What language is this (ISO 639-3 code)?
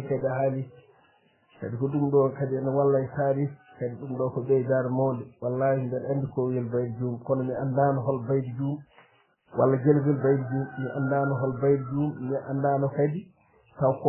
ful